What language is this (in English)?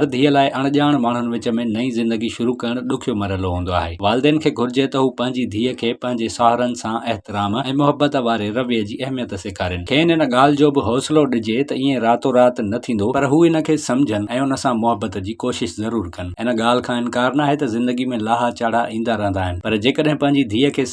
Sindhi